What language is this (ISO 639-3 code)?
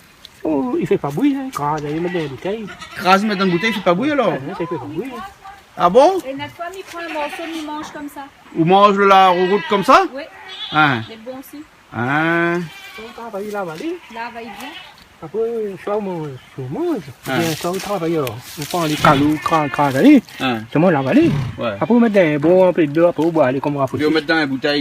rcf